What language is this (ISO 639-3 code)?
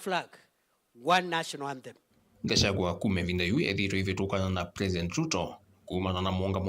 kam